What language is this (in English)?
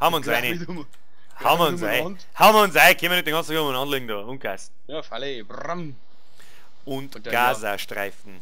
Bavarian